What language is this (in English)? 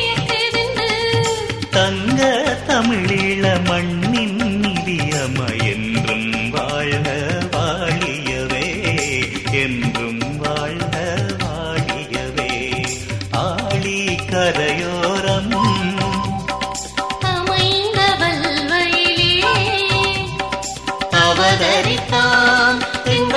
Tamil